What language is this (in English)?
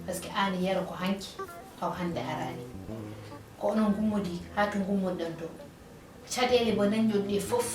Fula